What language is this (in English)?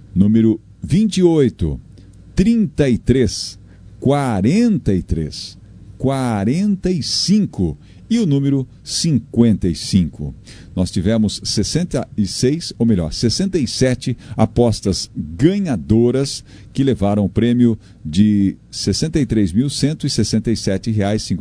Portuguese